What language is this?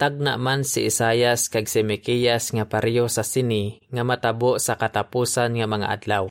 Hiligaynon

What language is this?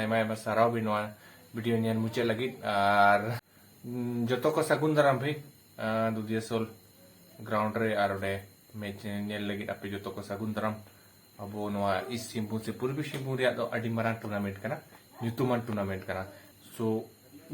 Santali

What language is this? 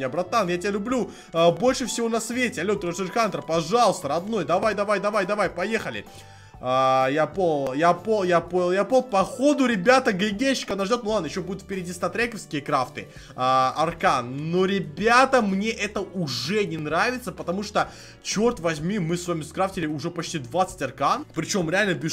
Russian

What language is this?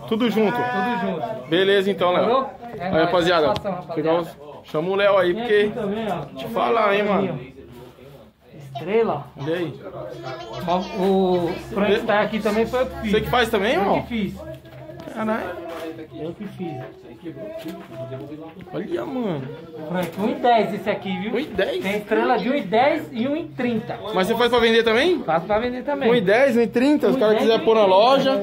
Portuguese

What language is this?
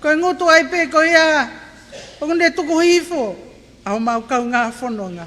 Tongan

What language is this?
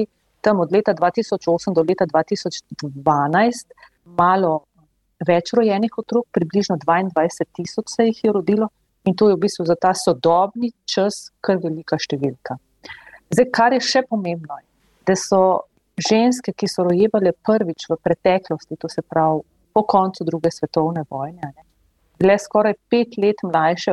Slovenian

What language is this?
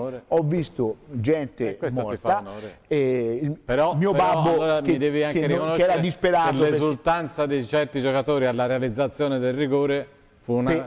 Italian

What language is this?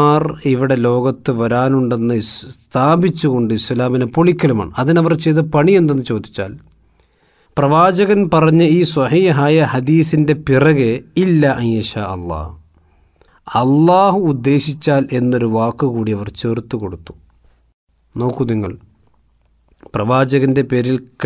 Malayalam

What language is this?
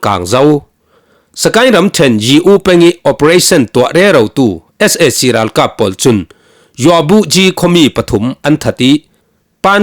Falam Chin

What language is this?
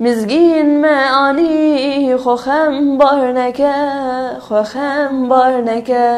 Kurdish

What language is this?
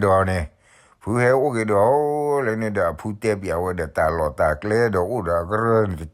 S'gaw Karen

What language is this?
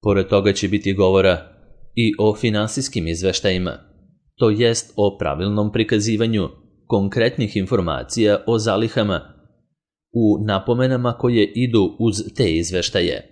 Serbian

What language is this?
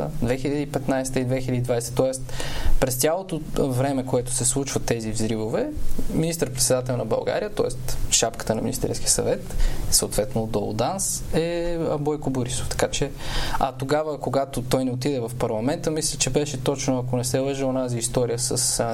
Bulgarian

